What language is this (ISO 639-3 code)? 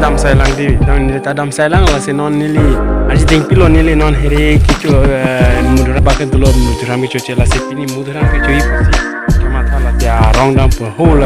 mjw